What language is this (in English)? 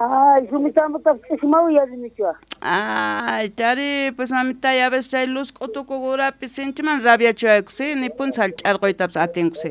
South Bolivian Quechua